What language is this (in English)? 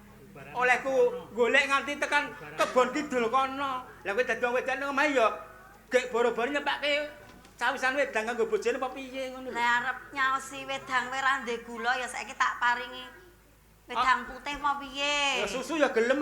Javanese